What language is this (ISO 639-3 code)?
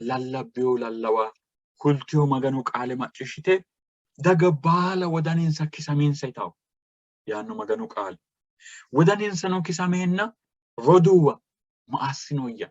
sid